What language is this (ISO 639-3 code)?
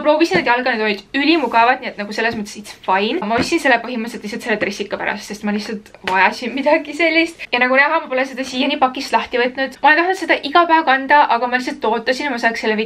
est